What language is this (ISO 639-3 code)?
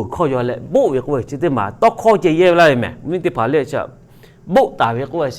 lhu